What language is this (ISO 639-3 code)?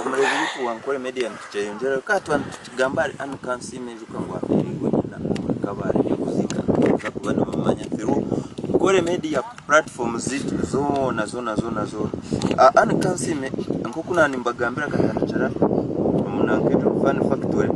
nyn